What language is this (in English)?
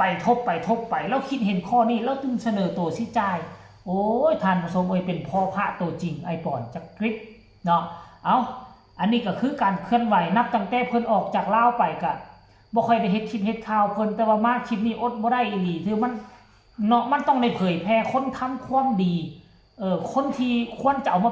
Northeastern Thai